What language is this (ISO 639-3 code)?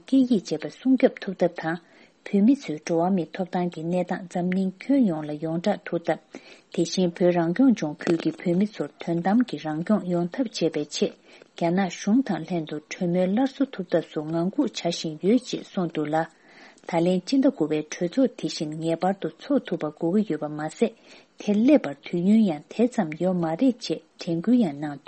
bod